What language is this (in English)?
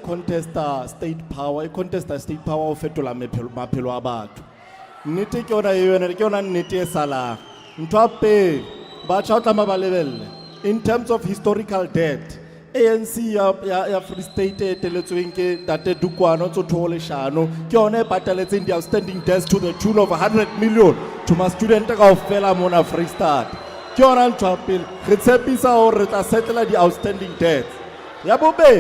Southern Sotho